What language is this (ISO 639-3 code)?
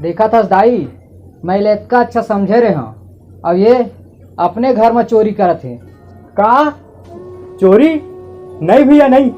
hne